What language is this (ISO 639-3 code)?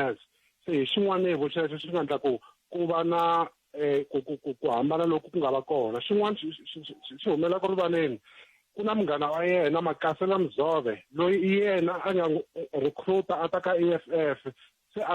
tso